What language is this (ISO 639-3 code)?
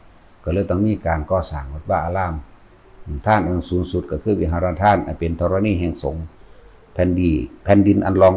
tts